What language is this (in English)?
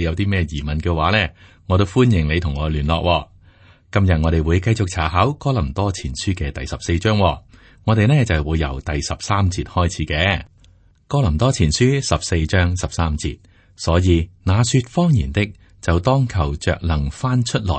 Cantonese